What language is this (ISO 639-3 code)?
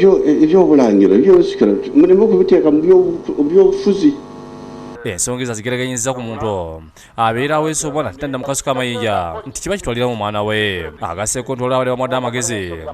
lug